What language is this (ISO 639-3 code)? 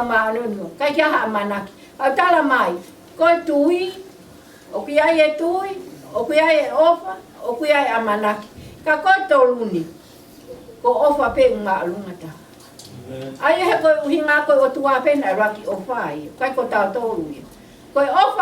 ton